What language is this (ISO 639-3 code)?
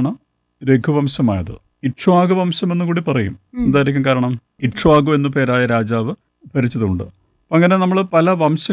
mal